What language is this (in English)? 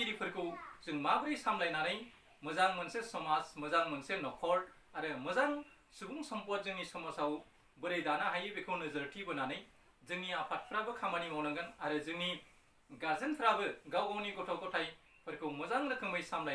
Bodo